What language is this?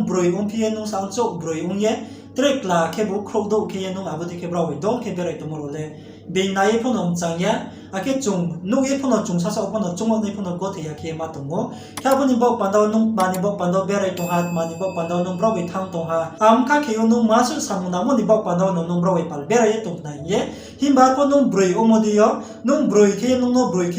Riang (India)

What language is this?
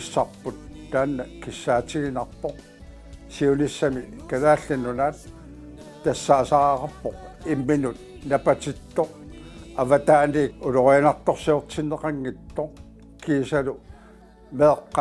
Kalaallisut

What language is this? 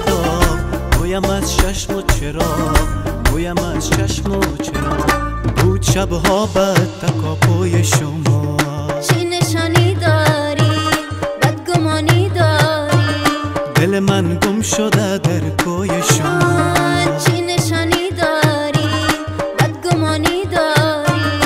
Persian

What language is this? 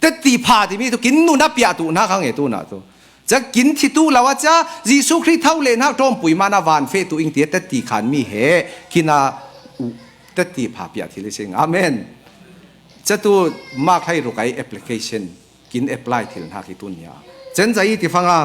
Falam Chin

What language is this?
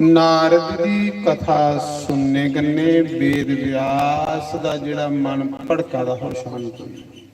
Dogri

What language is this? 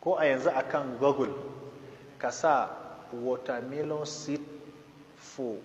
Hausa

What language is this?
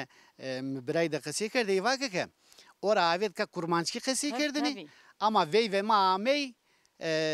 Zaza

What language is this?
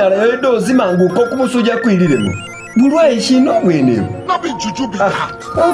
Masaaba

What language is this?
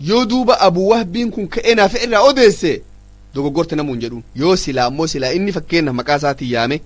Oromo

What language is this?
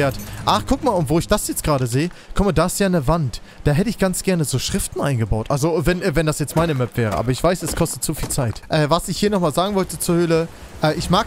German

